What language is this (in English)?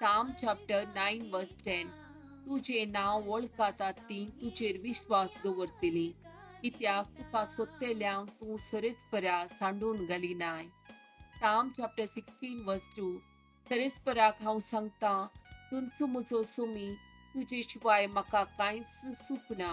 Konkani